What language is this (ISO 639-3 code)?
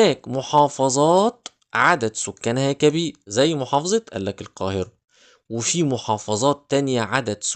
arz